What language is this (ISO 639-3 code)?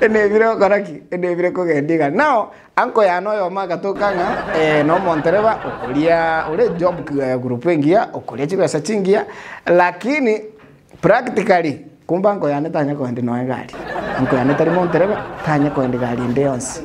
guz